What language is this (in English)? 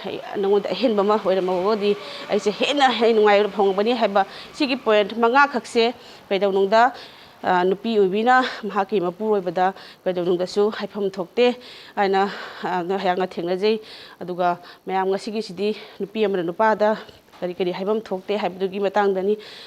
Manipuri